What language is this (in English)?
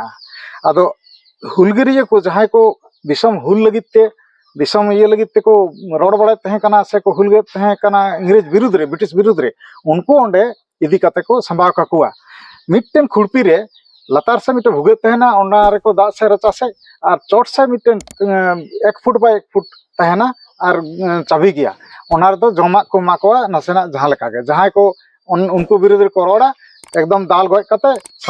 Santali